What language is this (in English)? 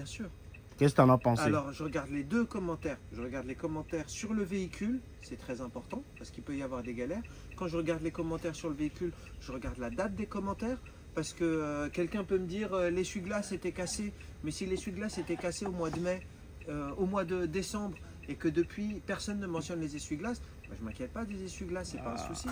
French